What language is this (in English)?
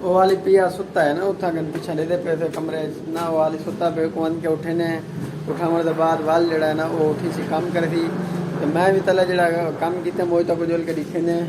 Saraiki